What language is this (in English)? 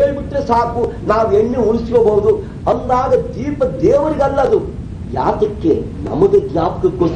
Kannada